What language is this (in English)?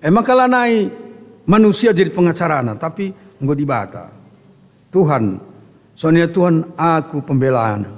Batak Karo